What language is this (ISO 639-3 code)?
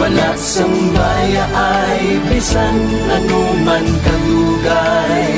hil